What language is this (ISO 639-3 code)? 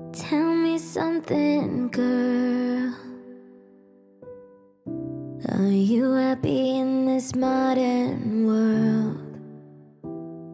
eng